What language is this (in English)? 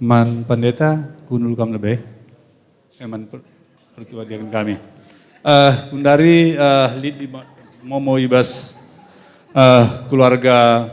Batak Karo